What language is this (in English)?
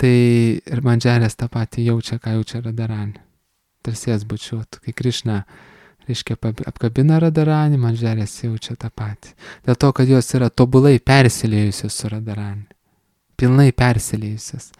Lithuanian